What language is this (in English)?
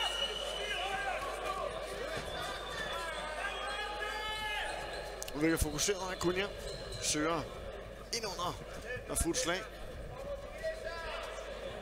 Danish